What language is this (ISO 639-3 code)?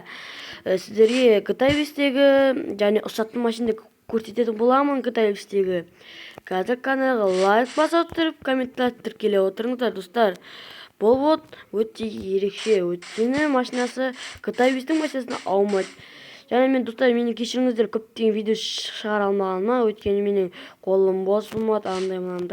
kaz